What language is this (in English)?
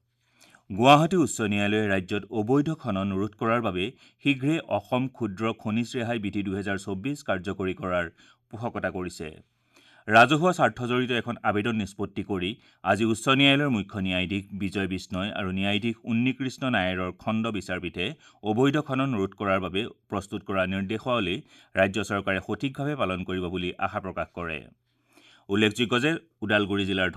Assamese